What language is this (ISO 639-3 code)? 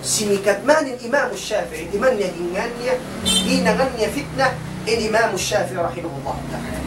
tsg